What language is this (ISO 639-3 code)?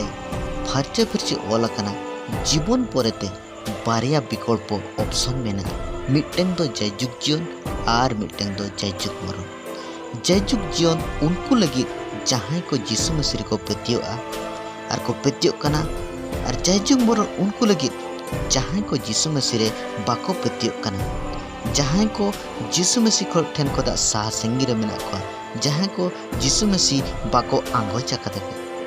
sat